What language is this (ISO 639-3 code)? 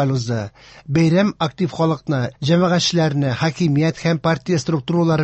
tat